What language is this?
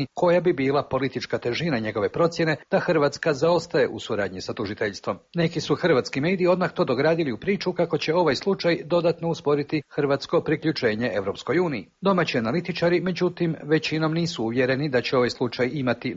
Croatian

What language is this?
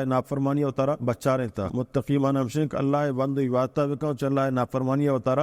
Baluchi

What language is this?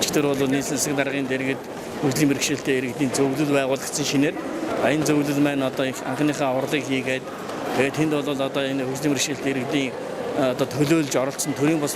Mongolian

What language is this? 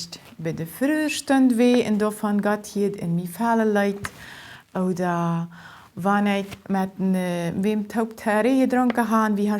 Plautdietsch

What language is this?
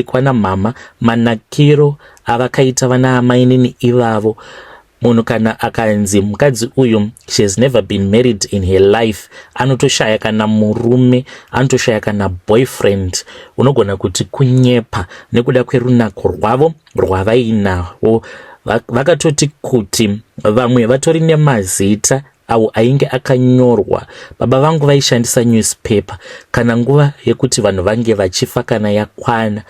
Shona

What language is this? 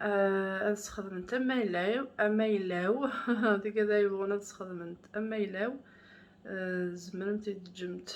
Kabyle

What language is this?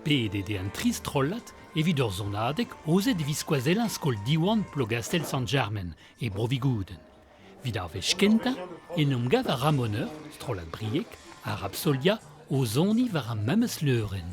Breton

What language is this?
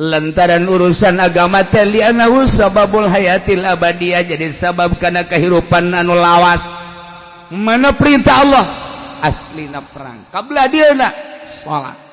Sundanese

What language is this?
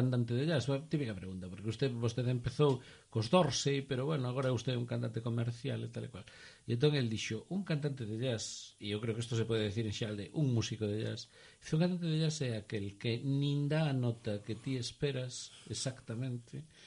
Galician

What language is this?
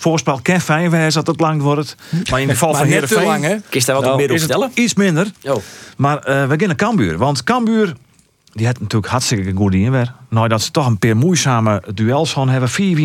Western Frisian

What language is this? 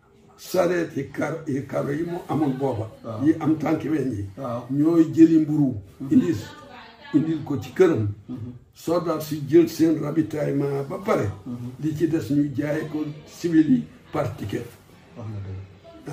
Wolof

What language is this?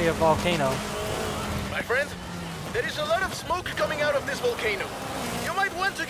English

